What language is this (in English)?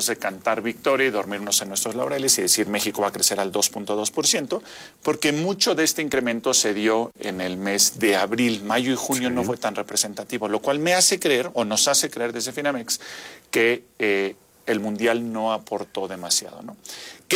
Spanish